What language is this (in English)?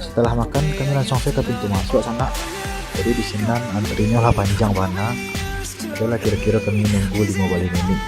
Minangkabau